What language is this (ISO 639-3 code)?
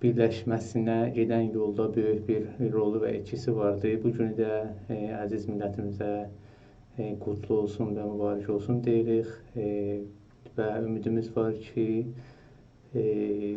azb